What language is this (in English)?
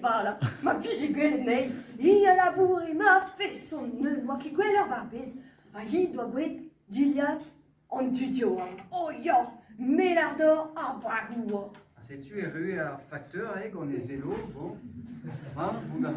Breton